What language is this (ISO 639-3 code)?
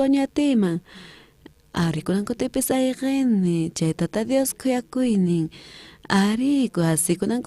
quh